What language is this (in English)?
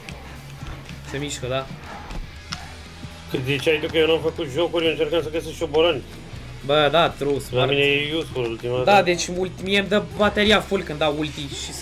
Romanian